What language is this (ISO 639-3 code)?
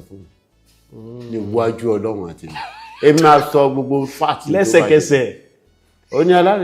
yor